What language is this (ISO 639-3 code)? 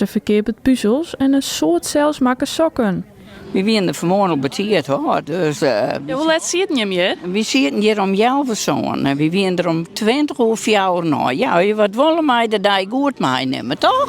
fry